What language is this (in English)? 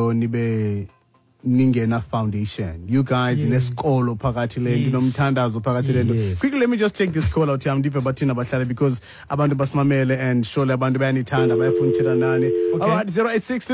Xhosa